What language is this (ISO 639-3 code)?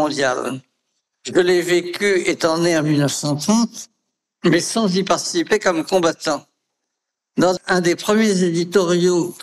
fra